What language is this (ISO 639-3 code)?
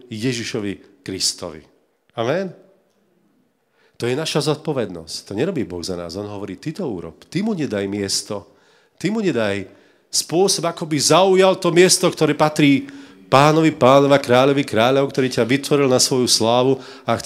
slk